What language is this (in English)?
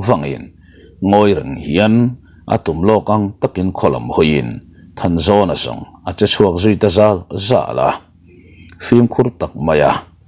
Mizo